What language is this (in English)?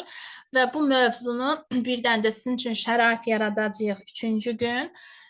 Azerbaijani